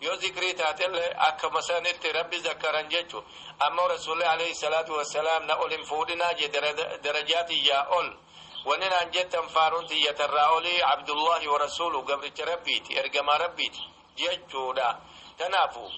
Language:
Oromo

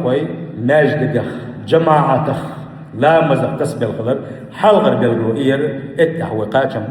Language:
Chechen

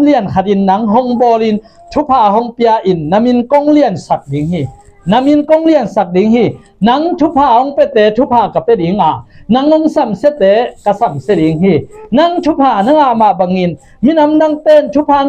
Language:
Tedim Chin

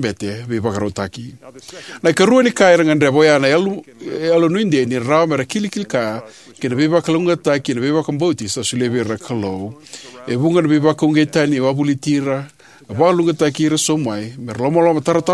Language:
Fijian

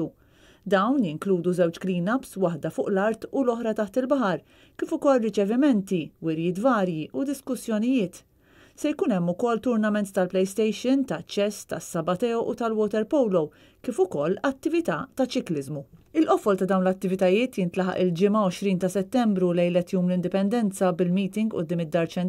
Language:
Maltese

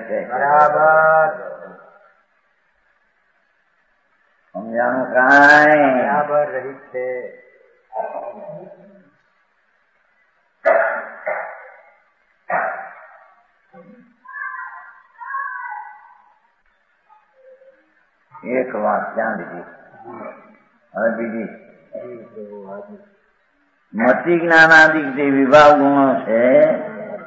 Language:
Gujarati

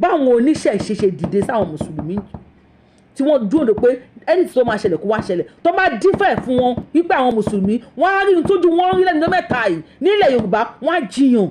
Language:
Yoruba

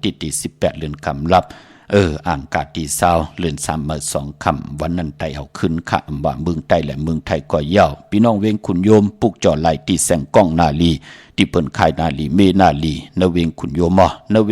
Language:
Shan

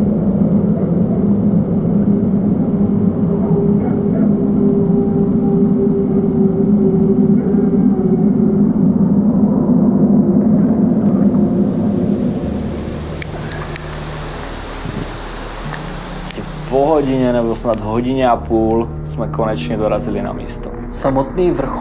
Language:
Czech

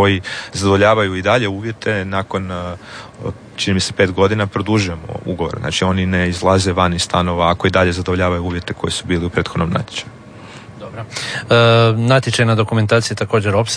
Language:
Croatian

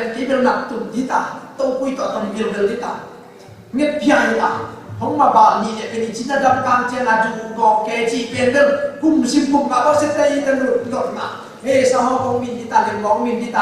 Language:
Tedim Chin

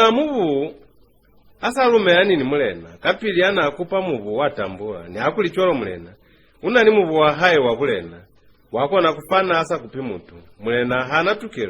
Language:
Lozi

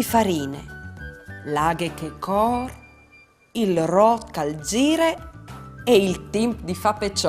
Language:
Friulian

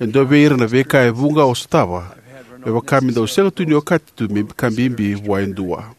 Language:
Fijian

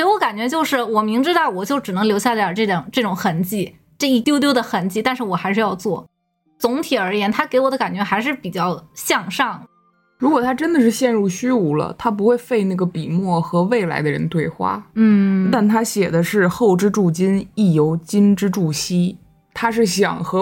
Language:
Chinese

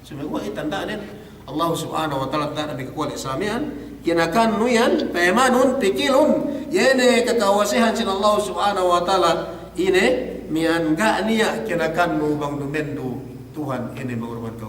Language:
Yakan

